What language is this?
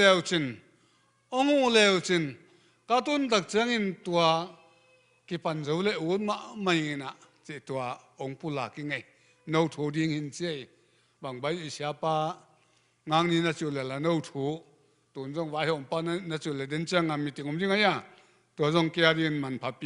Tedim Chin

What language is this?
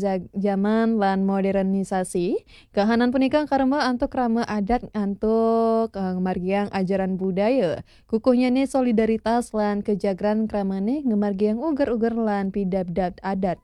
Balinese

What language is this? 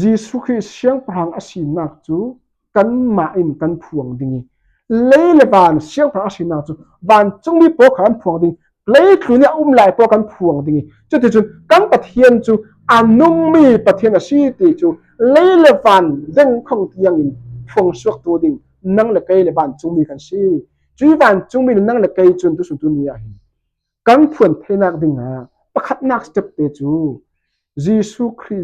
Falam Chin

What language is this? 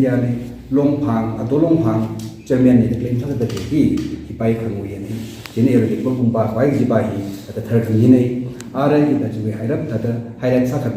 Tangkhul Naga (India)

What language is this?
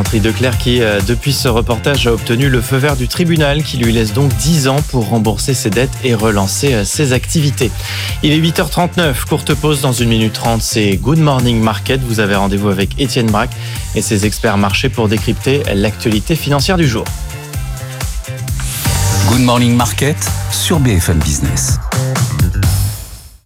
French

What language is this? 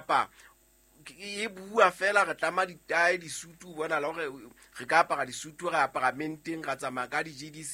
Southern Sotho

